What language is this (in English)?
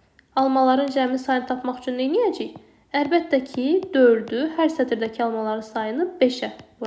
Azerbaijani